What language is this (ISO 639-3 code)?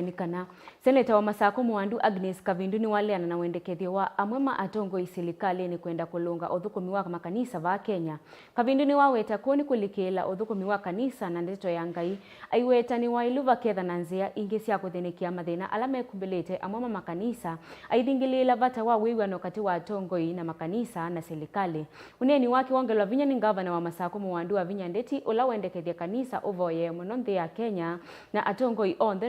kam